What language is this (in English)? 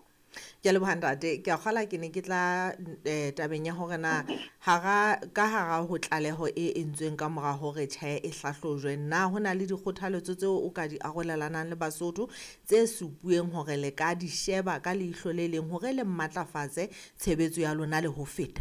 Southern Sotho